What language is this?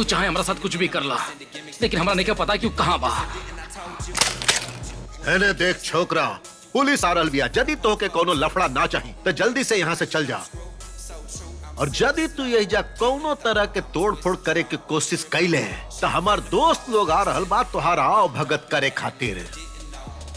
Bhojpuri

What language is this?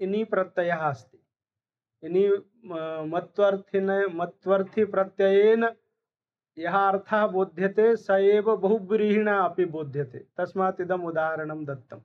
Sanskrit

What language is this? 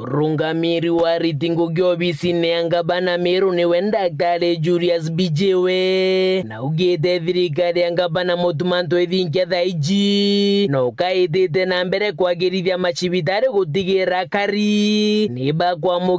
Meru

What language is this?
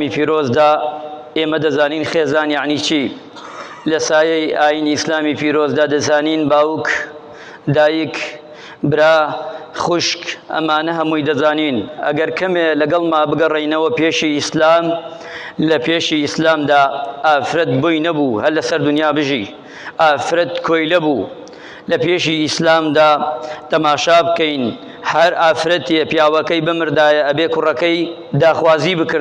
Central Kurdish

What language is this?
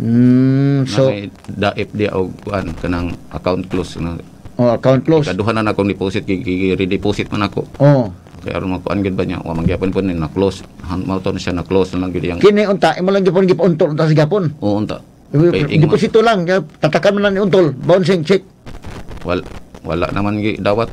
Cebuano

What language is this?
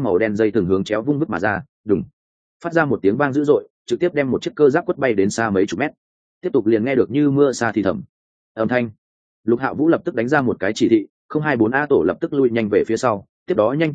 Vietnamese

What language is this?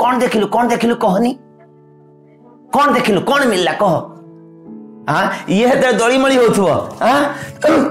Odia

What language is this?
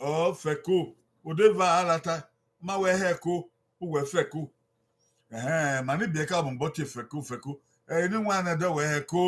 Bini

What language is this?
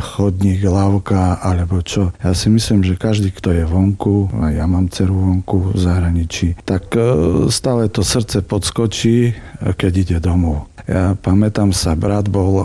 Slovak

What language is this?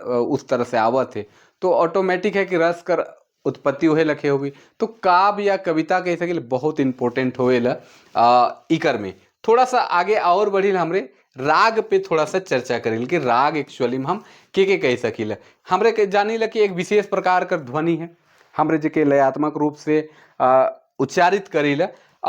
Sadri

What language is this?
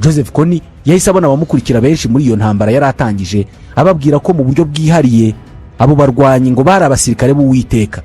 Kinyarwanda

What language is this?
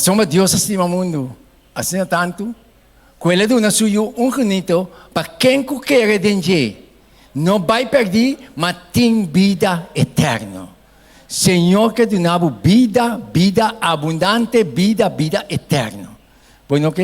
Papiamento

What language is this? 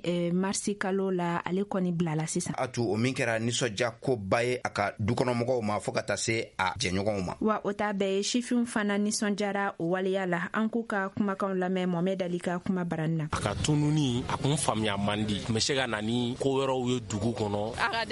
Bambara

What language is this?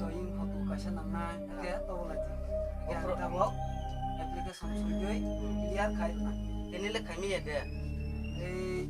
Kok Borok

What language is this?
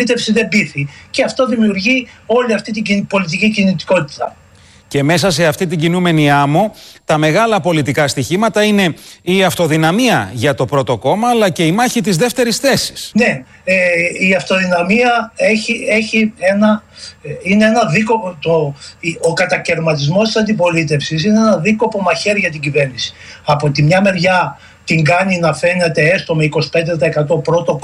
Greek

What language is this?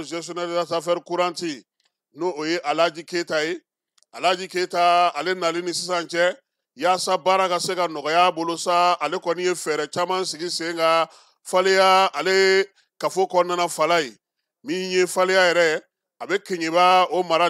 Bambara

